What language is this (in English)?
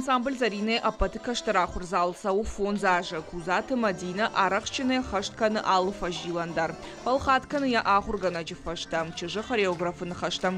Ossetic